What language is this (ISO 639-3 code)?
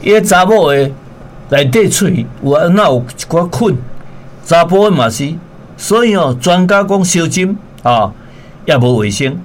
nan